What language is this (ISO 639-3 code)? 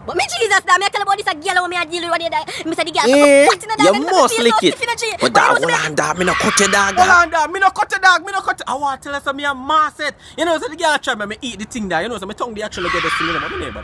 jam